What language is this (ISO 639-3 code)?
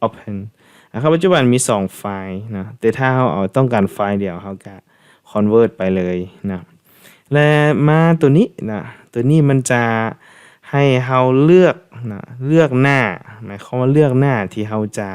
lao